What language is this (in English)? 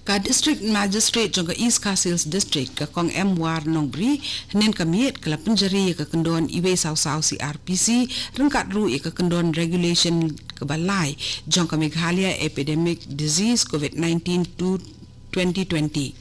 Khasi